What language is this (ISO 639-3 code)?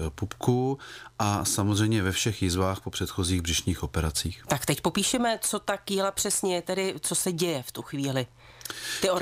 ces